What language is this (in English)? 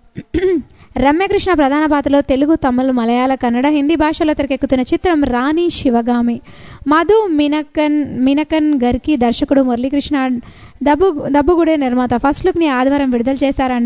Telugu